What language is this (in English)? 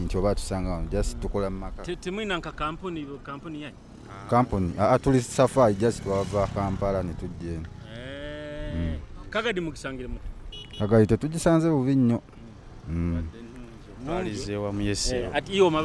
Nyoro